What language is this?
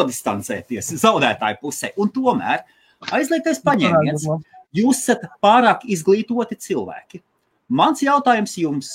Latvian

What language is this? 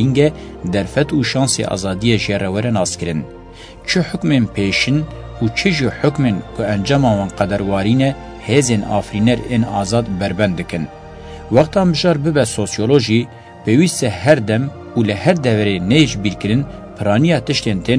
Kurdish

